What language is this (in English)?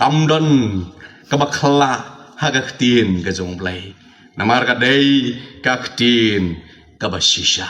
Khasi